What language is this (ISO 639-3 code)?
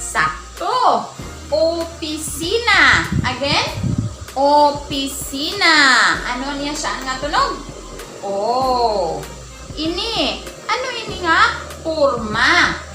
war